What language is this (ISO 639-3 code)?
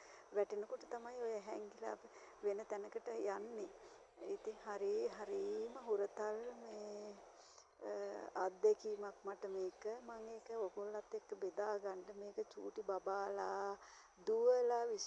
sin